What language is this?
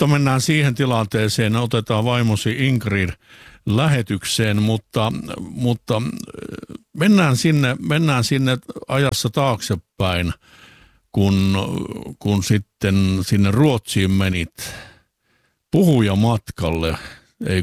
Finnish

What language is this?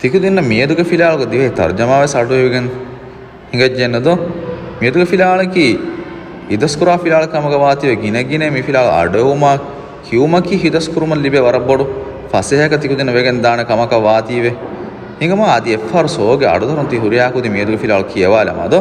Divehi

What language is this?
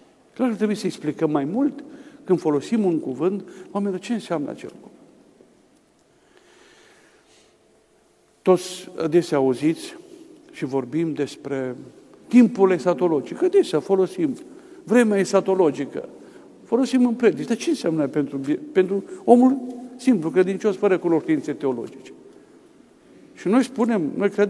Romanian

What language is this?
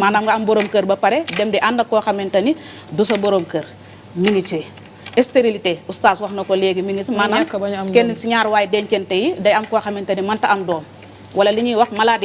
Wolof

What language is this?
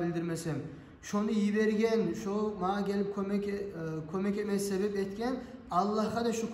Kumyk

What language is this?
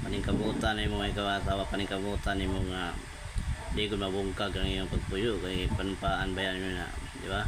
Cebuano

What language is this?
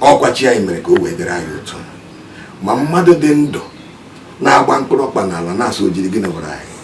Igbo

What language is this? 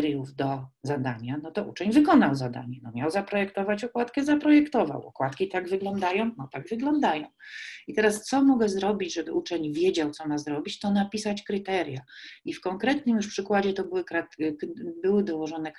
Polish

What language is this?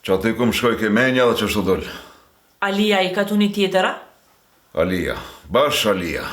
Albanian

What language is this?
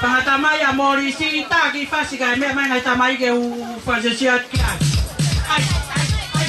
Tongan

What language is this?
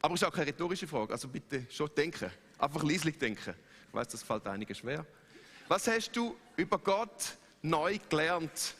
Swiss German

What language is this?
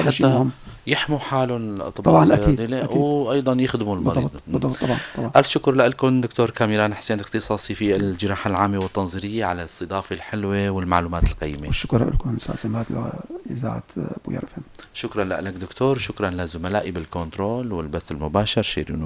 North Levantine Arabic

